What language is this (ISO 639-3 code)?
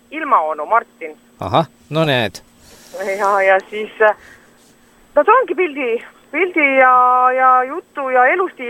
est